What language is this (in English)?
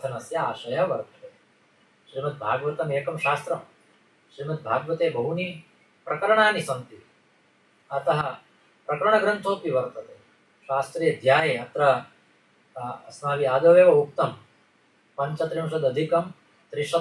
Sanskrit